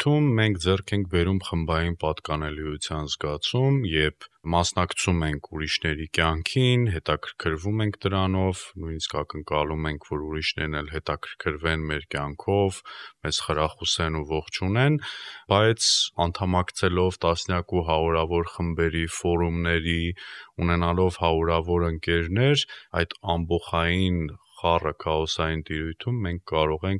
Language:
Armenian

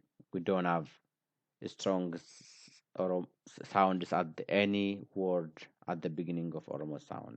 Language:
English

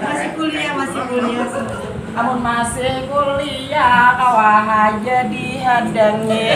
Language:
Banjar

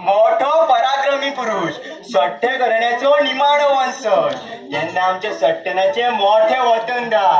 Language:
Konkani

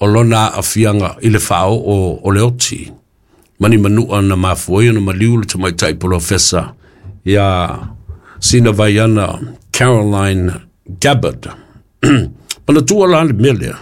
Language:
Samoan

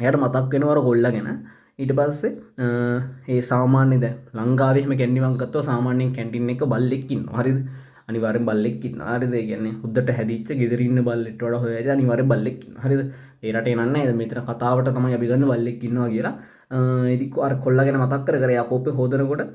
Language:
Sinhala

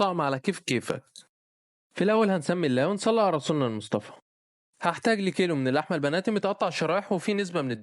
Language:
Egyptian Arabic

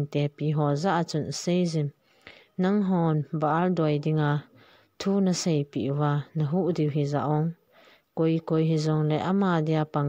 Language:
Thado Chin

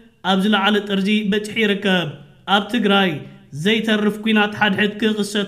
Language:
Tigrinya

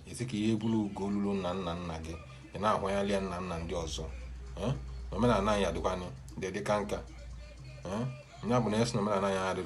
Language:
Igbo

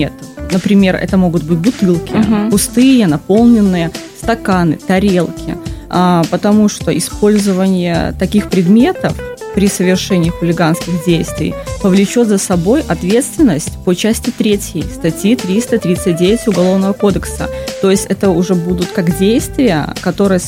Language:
Russian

